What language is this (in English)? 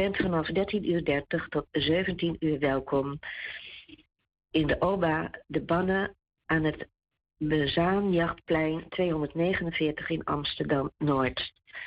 Dutch